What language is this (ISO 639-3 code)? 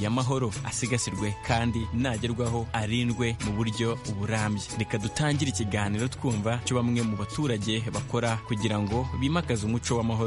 kin